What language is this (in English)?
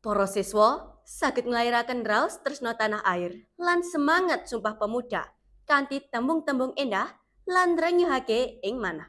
Javanese